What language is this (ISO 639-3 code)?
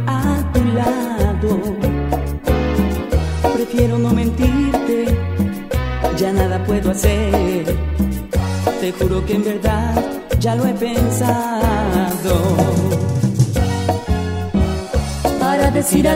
spa